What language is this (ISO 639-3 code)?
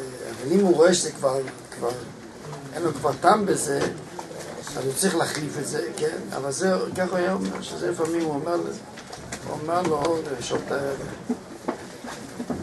heb